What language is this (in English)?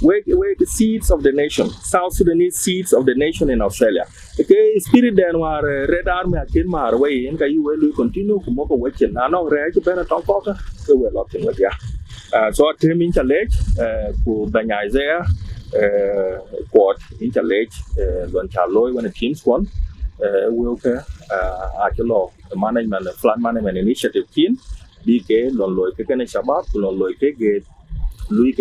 Dinka